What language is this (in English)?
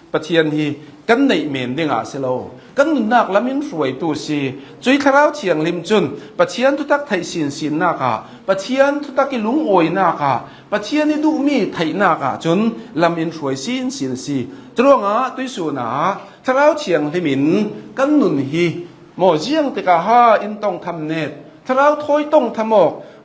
Hakha Chin